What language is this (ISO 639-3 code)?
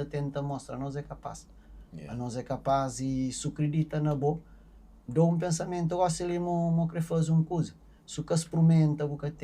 kea